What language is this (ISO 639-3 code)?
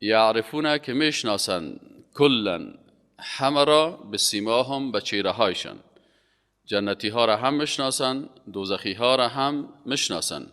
fas